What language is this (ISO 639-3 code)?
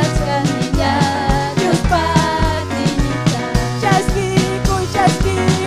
quy